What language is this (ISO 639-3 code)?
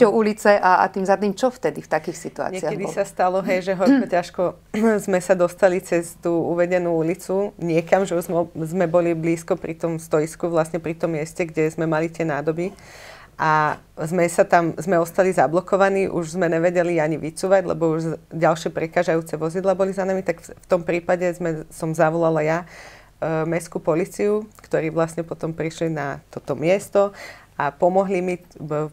slk